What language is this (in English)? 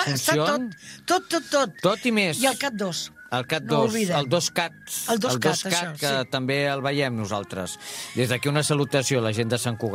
Catalan